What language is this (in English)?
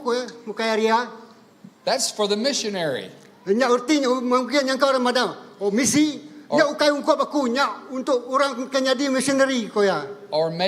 Iban